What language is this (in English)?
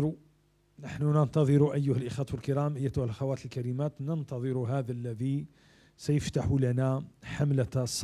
Moroccan Arabic